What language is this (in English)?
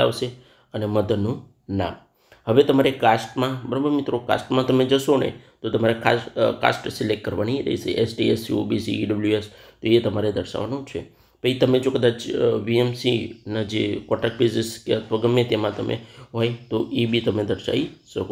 Gujarati